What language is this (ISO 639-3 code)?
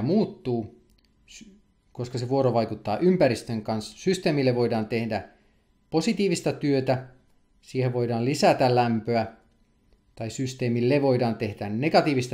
fin